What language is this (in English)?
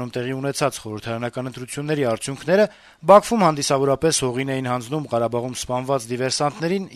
Armenian